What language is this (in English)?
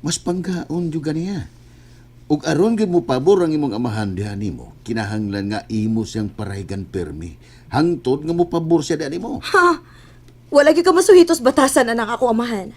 Cebuano